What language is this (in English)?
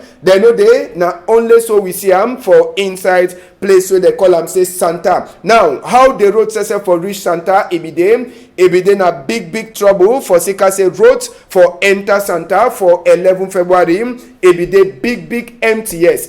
Cameroon Pidgin